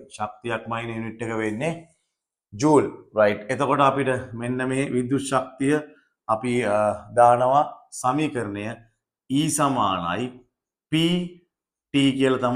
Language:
Sinhala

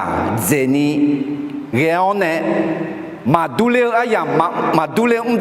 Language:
Akha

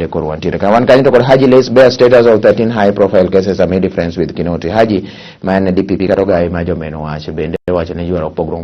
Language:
Luo (Kenya and Tanzania)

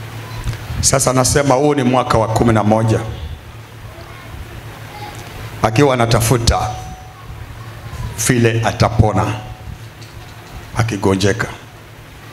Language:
Swahili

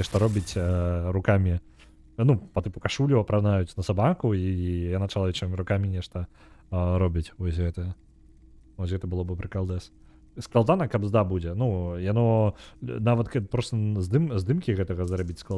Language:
Belarusian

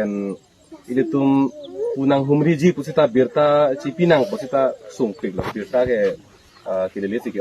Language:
Karbi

